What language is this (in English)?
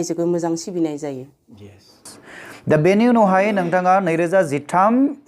Bodo